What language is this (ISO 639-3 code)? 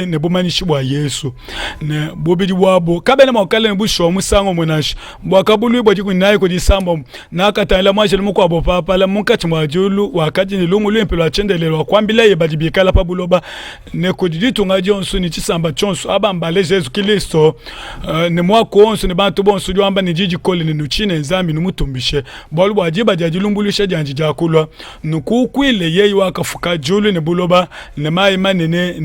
lua